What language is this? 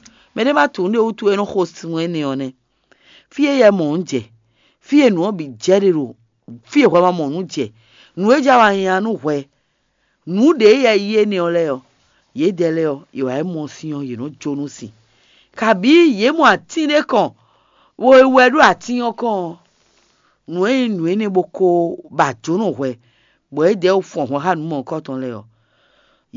Fon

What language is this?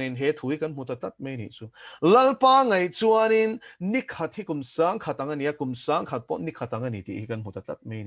Mizo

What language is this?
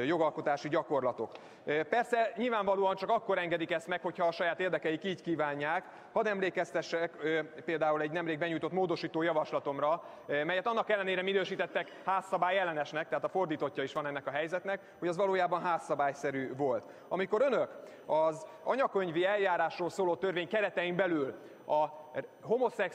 Hungarian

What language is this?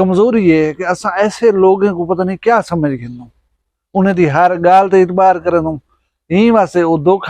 Saraiki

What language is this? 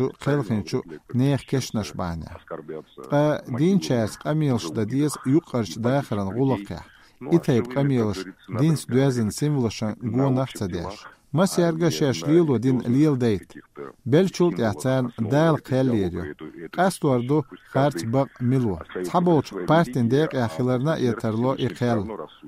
Chechen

